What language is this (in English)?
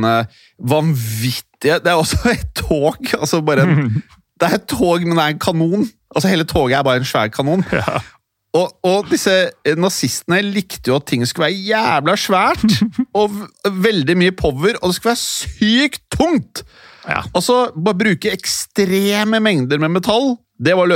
Norwegian